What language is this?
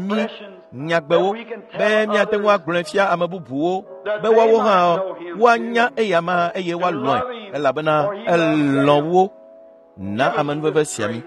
Ewe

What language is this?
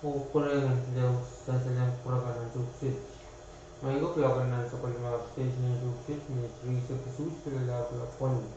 Pohnpeian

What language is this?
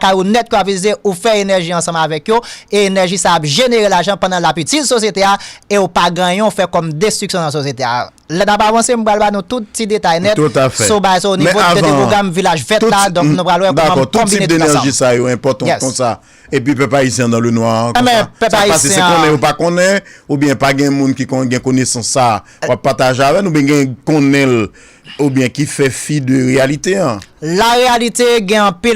Haitian Creole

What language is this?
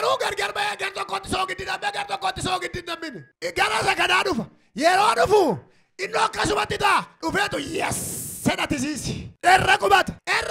Oromo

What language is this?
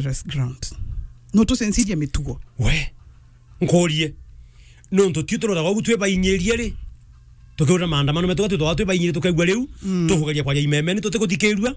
Meru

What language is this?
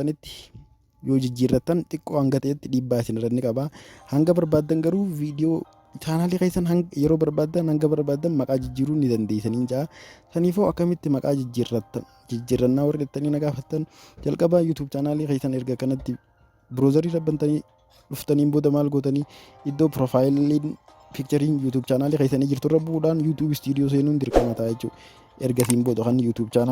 Oromo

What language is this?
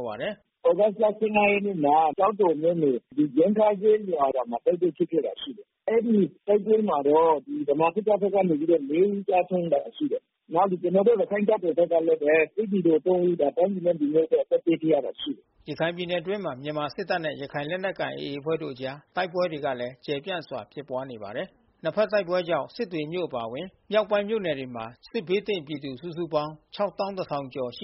Burmese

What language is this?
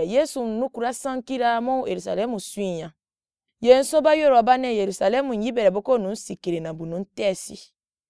Somali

